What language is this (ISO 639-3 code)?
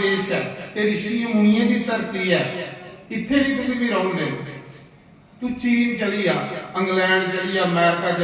doi